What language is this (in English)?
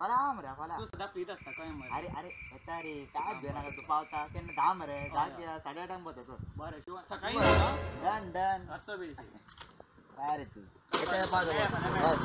Konkani